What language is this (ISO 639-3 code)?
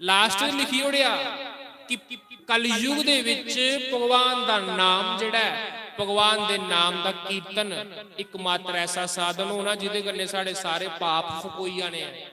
doi